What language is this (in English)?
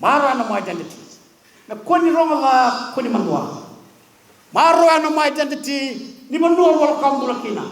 Fijian